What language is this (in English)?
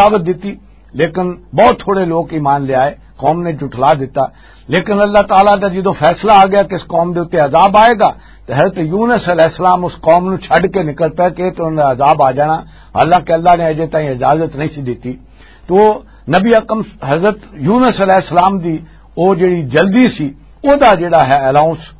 Western Panjabi